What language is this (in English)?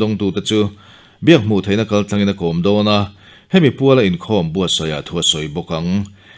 Mizo